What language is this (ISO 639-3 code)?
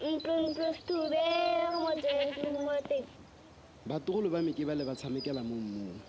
tsn